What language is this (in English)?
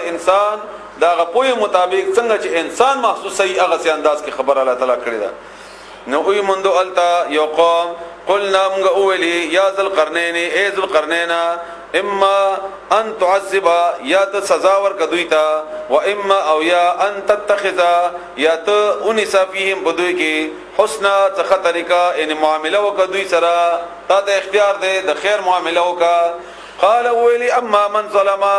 Pashto